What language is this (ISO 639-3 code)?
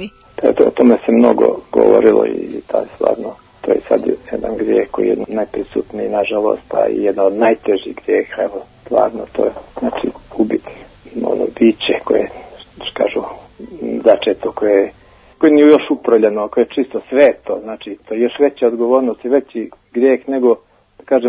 srp